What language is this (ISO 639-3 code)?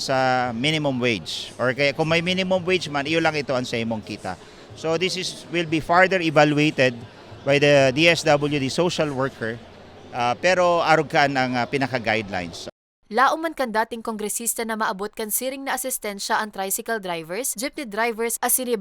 bik